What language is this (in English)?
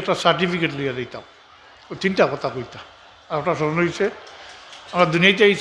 Sylheti